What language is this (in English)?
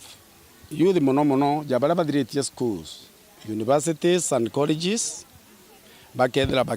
Meru